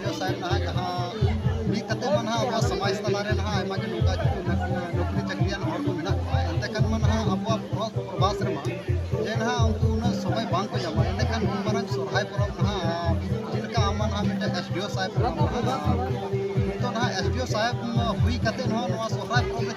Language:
Santali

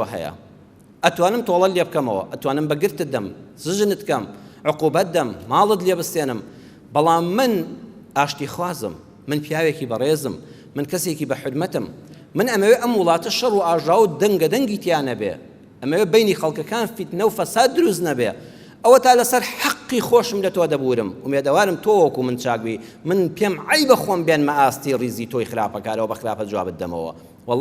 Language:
Central Kurdish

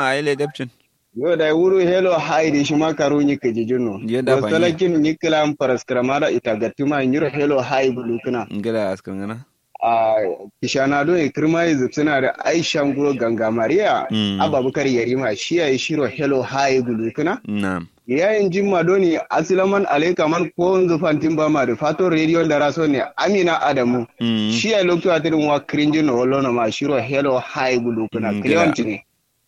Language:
Kanuri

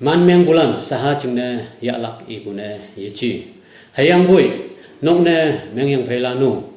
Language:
Naga Pidgin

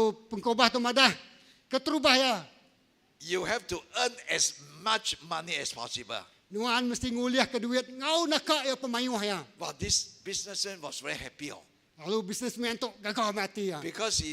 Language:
Iban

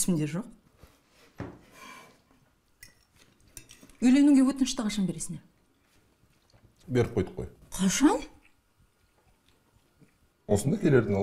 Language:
Kazakh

